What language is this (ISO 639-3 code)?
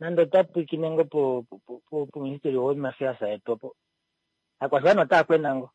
kua